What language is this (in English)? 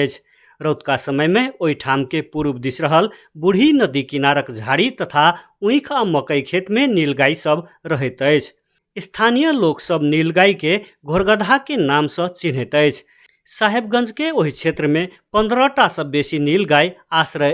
Maithili